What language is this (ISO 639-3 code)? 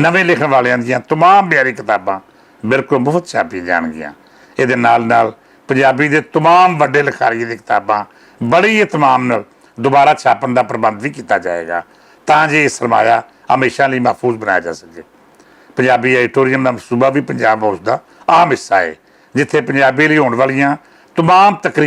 lah